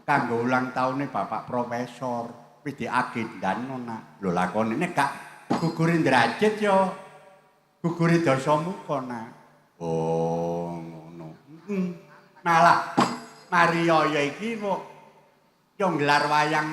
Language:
Javanese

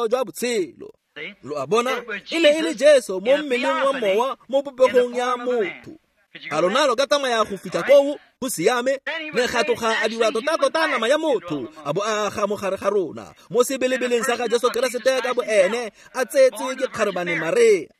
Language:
Tswana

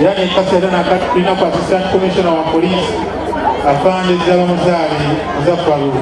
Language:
Soga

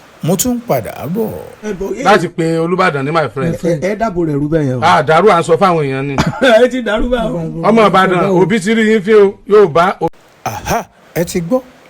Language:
Yoruba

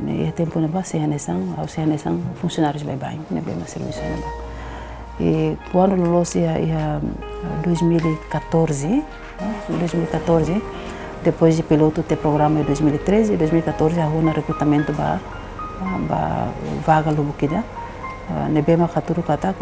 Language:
Tetum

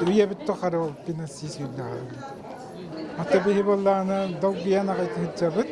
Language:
Yakut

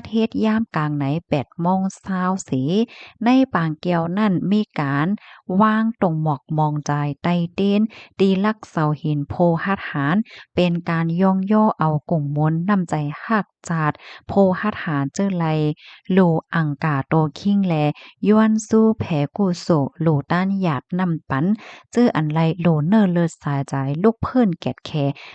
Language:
Shan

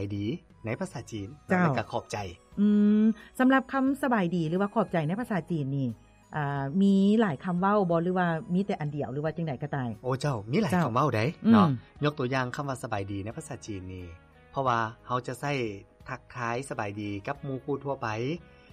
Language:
Lao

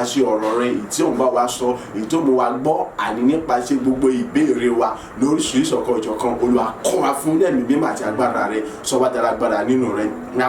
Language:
Yoruba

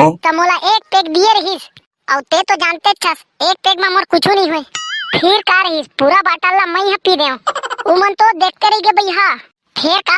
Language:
Chhattisgarhi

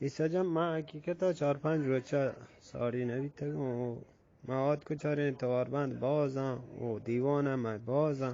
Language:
Eastern Balochi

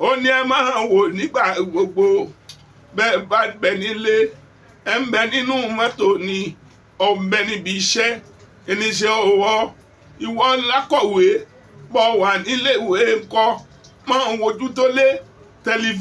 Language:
Yoruba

